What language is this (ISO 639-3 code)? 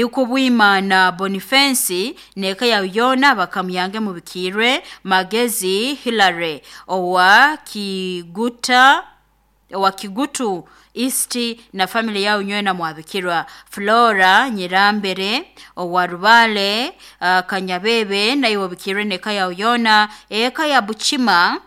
nyo